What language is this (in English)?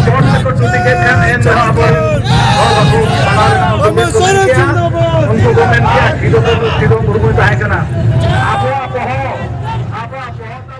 Santali